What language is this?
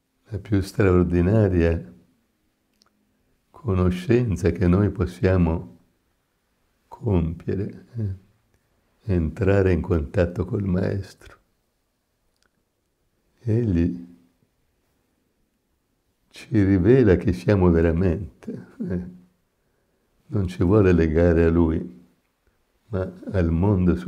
Italian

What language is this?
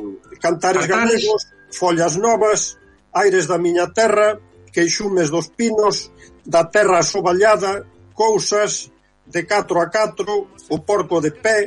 Galician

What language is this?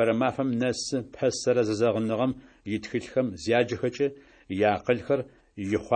Adyghe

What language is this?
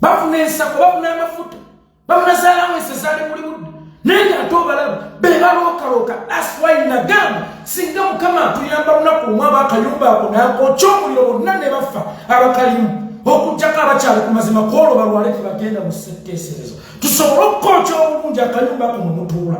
Ganda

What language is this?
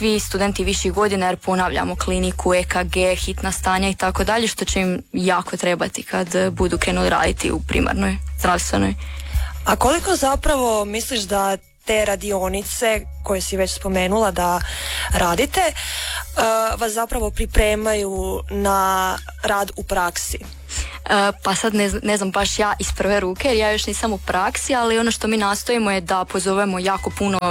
Croatian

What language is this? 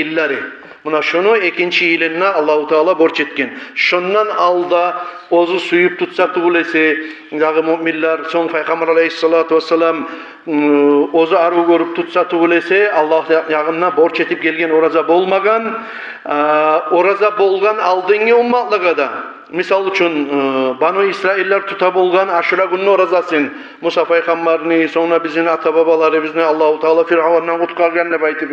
Kumyk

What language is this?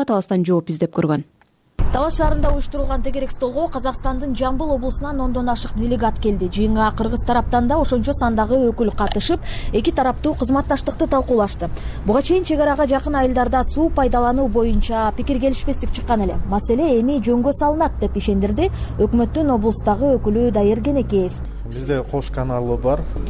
Kyrgyz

